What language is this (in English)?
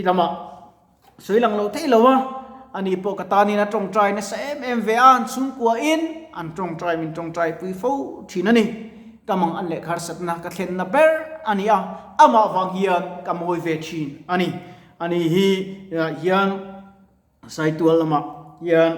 Mizo